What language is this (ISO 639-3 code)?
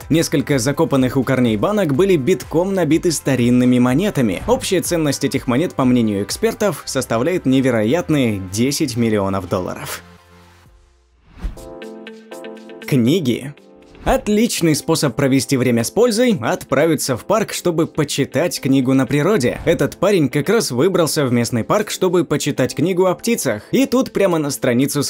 rus